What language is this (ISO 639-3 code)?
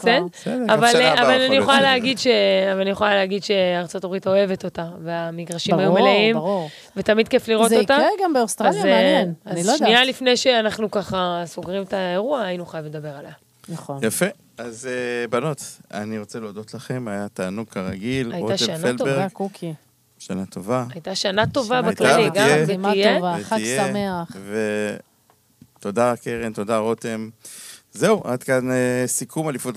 heb